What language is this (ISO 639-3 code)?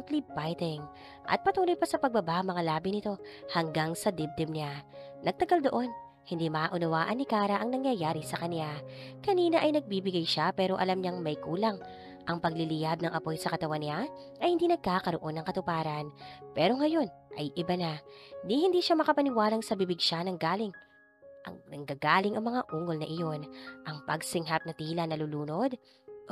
fil